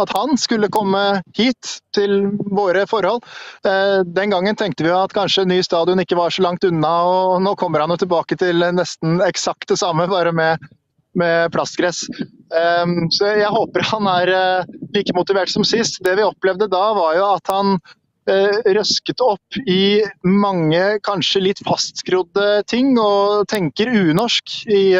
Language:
Norwegian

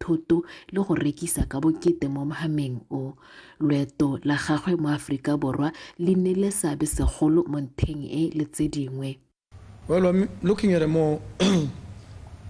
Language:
Tswana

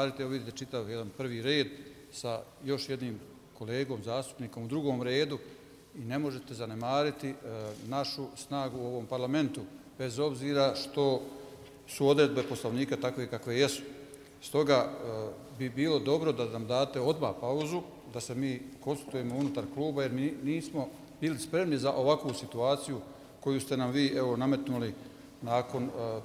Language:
Bosnian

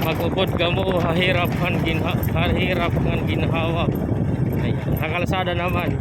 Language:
Waray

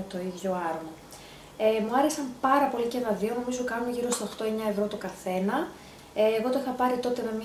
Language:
Greek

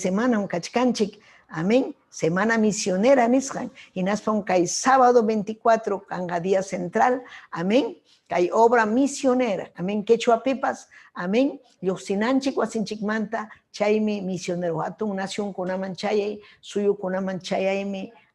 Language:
Ayacucho Quechua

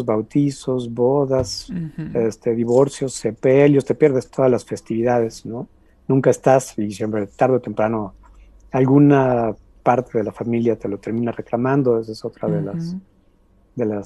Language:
Spanish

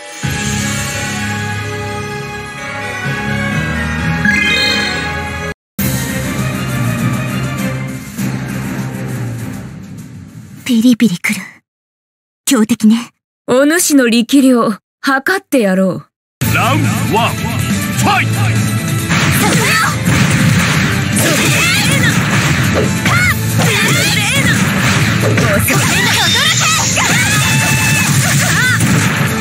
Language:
Japanese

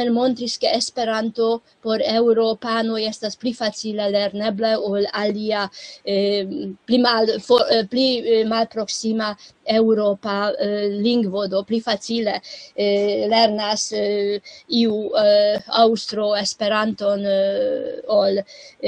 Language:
Esperanto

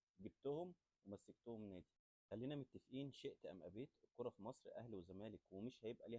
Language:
Egyptian Arabic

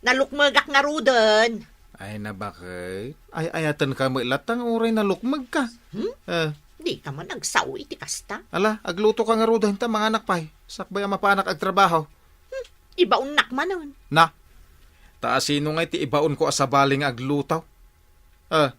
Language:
Iloko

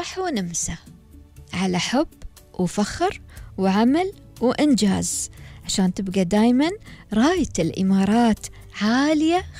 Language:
Gulf Arabic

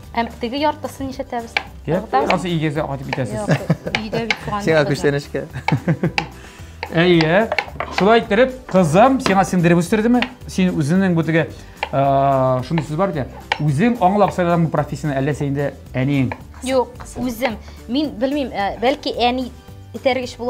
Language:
Tatar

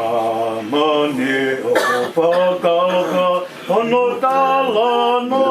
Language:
Tongan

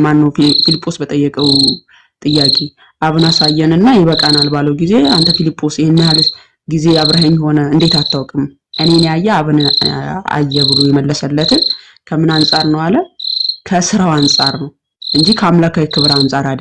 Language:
Amharic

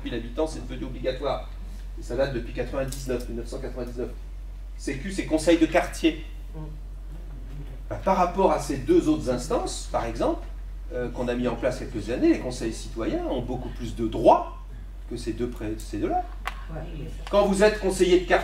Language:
French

